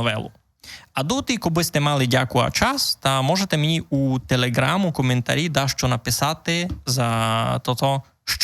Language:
Rusyn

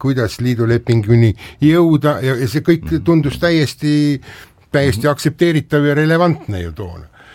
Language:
Estonian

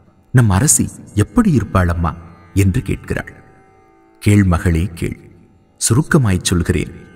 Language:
Tamil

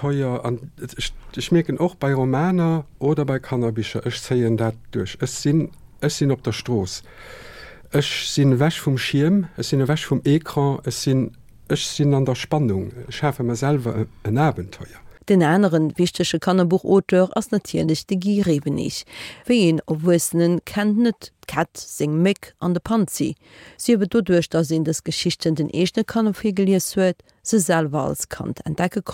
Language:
Luxembourgish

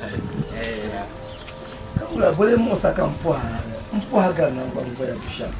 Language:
Dagbani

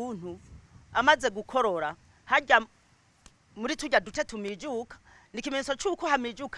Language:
Rundi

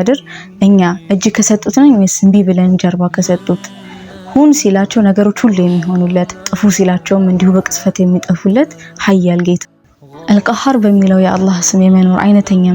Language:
Amharic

